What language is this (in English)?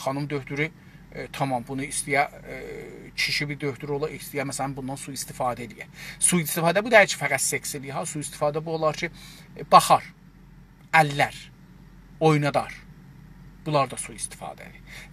South Azerbaijani